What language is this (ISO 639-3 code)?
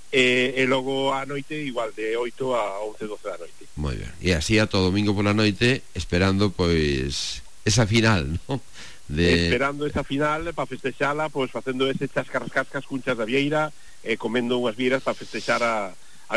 glg